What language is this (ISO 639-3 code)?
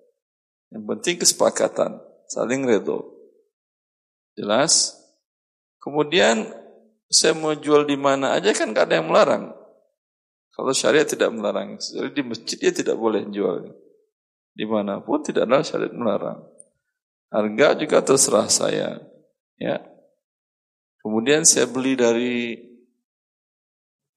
ind